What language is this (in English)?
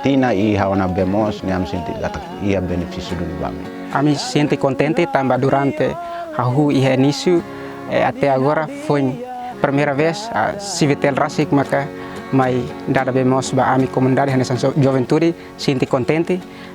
Tetum